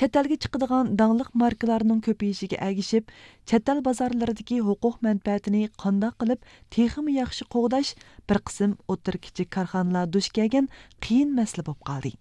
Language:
Uyghur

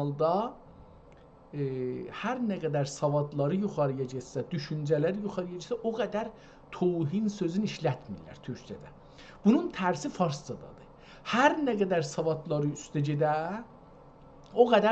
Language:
South Azerbaijani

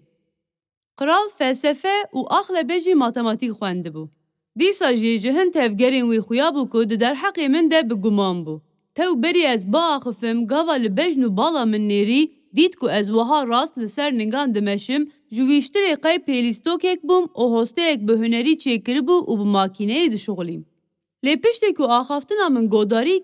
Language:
Kurdish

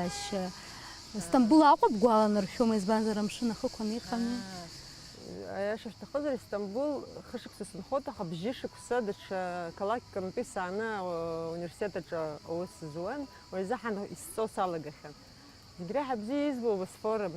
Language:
Abkhazian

